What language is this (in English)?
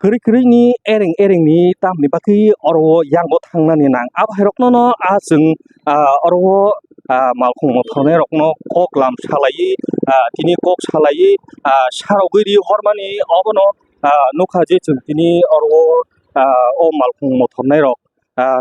Kok Borok